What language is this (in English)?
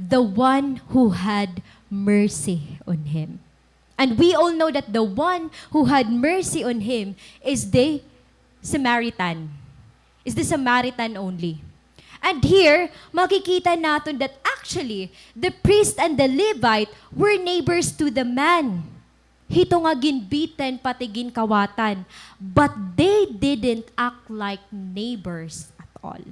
Waray